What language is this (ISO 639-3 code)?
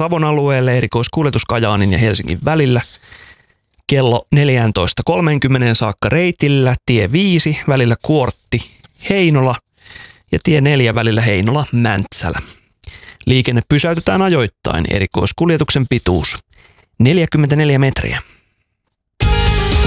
fin